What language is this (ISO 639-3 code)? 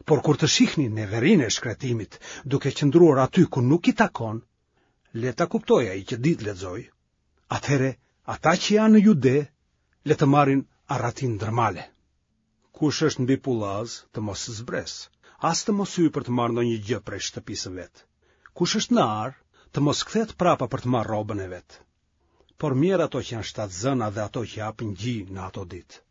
sqi